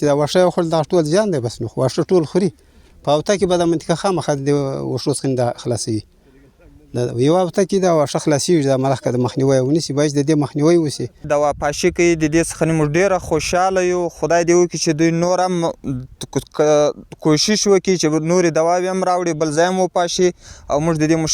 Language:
Pashto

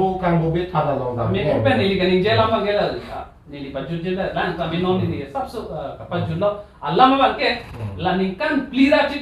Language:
Karbi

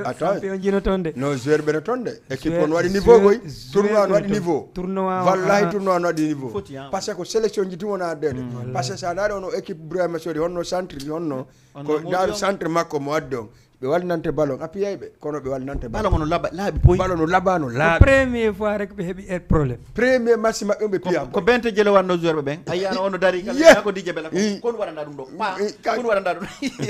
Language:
Fula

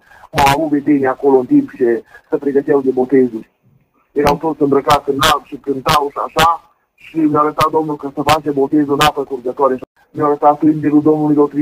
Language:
Romanian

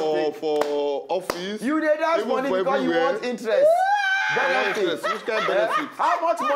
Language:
Nigerian Pidgin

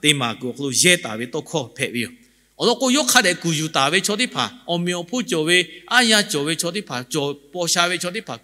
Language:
Lahu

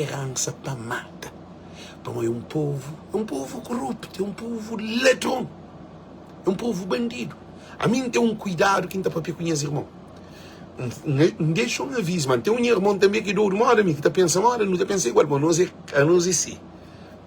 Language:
Kabuverdianu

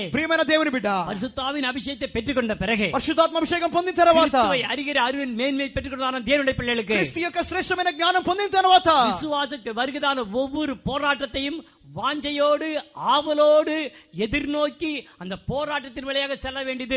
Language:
Tamil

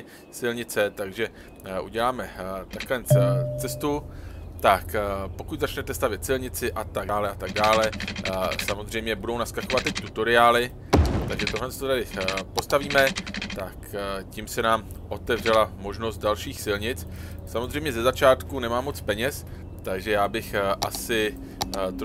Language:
Czech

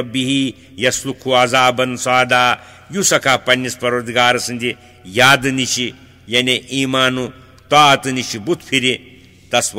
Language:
Kashmiri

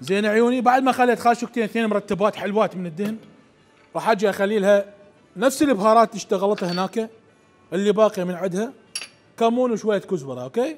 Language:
Mesopotamian Arabic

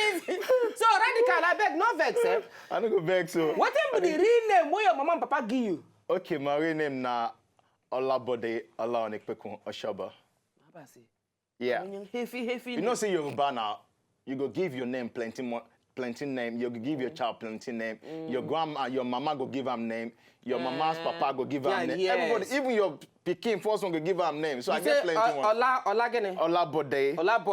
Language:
Nigerian Pidgin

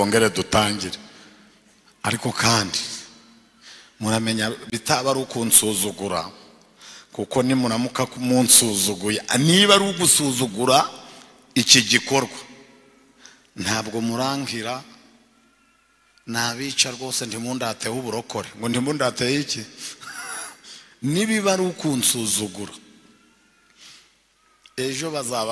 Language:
Kinyarwanda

